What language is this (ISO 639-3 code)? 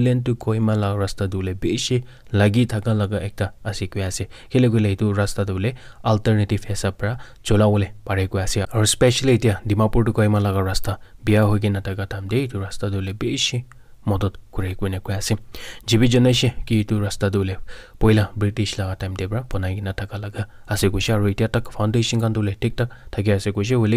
nag